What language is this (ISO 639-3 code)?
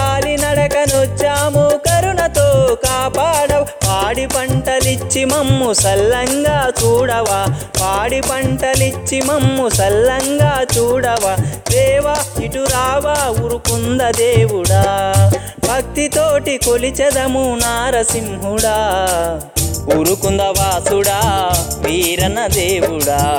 tel